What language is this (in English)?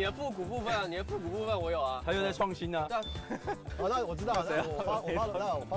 Chinese